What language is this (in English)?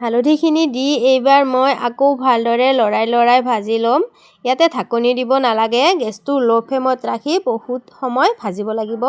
Assamese